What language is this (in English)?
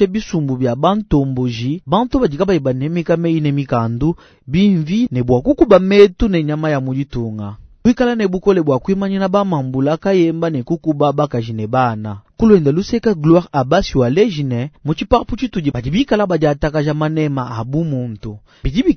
Luba-Lulua